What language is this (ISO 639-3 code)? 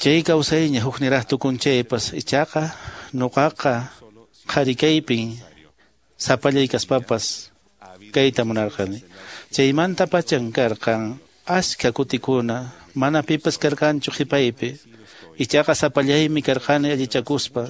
que